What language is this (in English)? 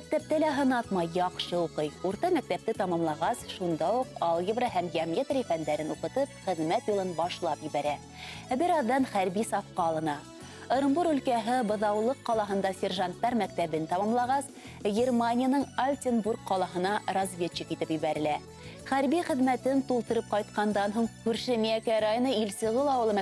Bashkir